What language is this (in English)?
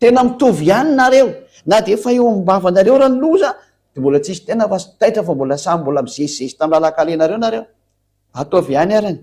Malagasy